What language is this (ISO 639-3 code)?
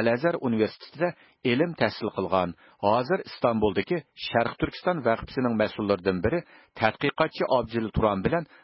uig